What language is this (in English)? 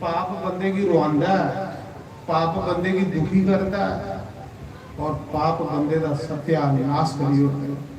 Dogri